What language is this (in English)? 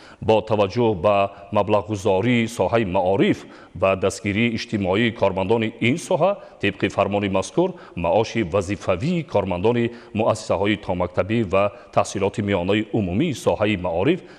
Tajik